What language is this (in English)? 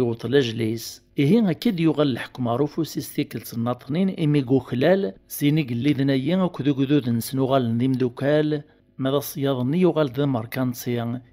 Kabyle